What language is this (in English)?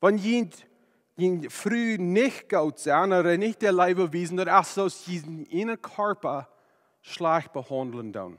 Plautdietsch